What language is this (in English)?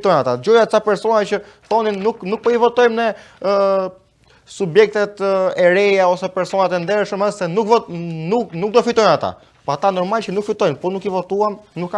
Albanian